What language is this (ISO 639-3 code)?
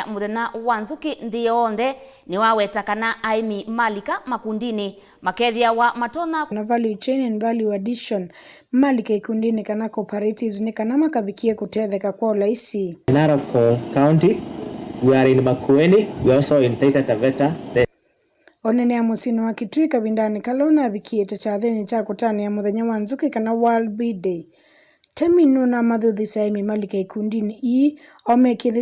kam